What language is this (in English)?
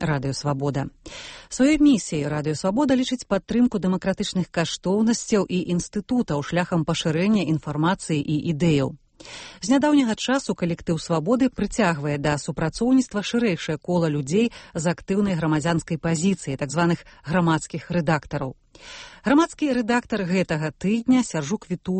Belarusian